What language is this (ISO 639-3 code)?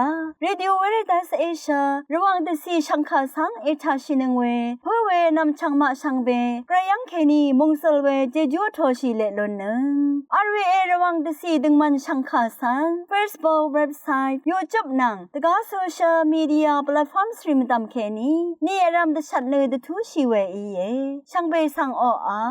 raw